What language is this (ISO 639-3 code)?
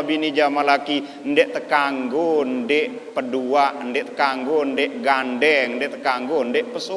sas